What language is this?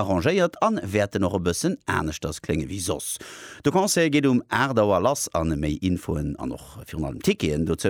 Luxembourgish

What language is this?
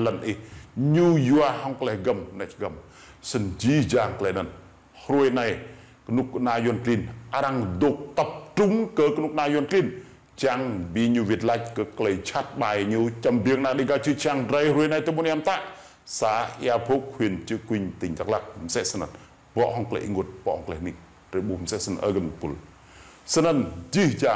Rade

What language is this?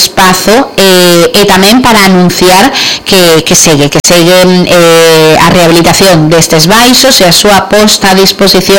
Galician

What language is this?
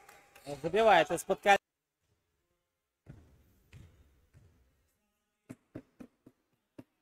Russian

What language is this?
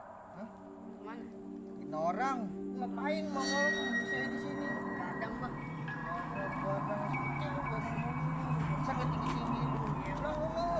Betawi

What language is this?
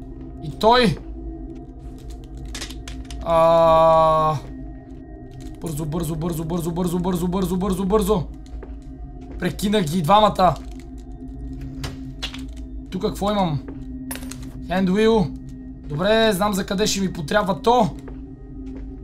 Bulgarian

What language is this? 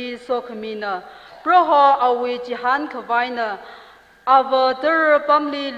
Tangkhul Naga (India)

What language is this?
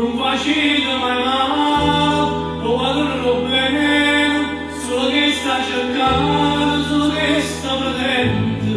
Neapolitan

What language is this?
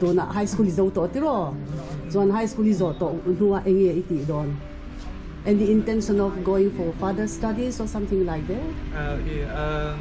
Mizo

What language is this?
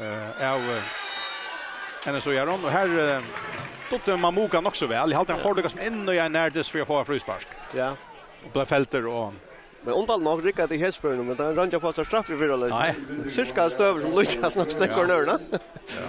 Faroese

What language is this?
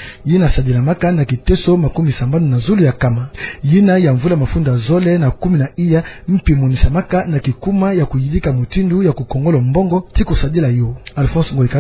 Kituba (Democratic Republic of Congo)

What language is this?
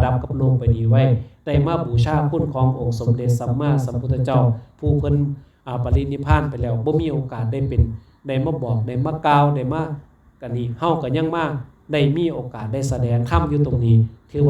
Lao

